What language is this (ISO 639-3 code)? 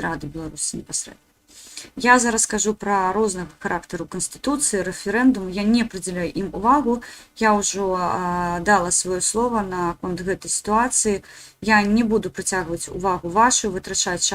bel